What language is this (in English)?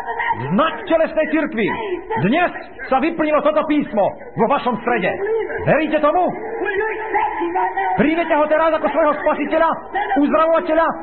Slovak